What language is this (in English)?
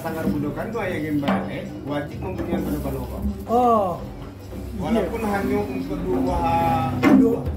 Minangkabau